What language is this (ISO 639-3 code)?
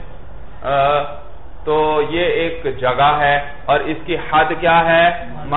urd